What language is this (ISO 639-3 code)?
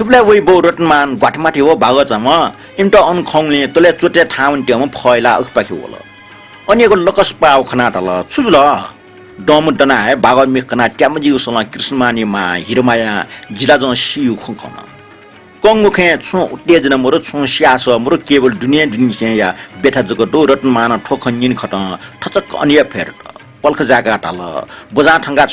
new